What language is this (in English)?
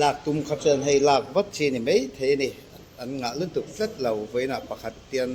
Mizo